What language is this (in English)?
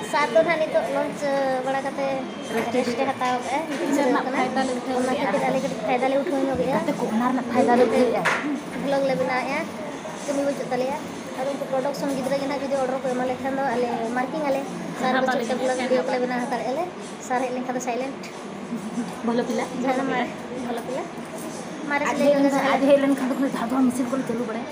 Santali